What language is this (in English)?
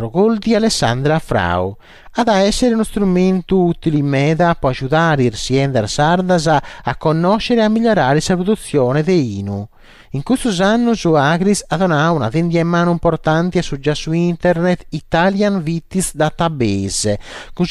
Sardinian